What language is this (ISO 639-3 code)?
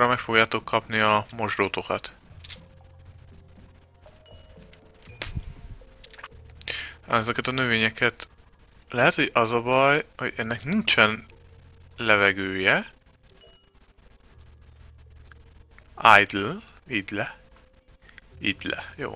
hun